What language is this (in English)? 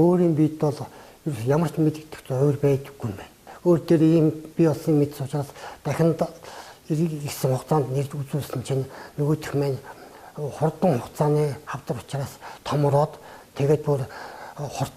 Mongolian